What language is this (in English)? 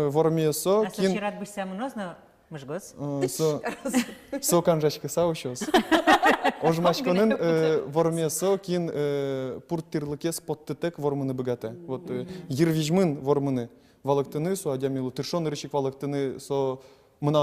Udmurt